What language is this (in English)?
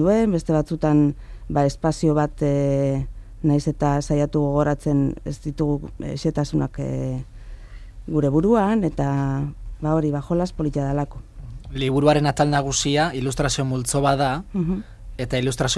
Basque